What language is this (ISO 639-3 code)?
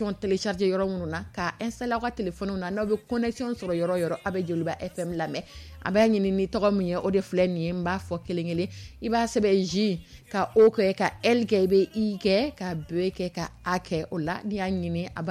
dyu